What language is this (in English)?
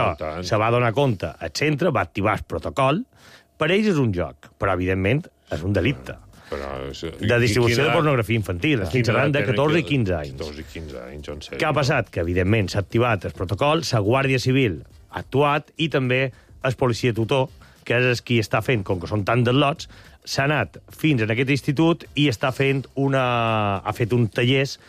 Catalan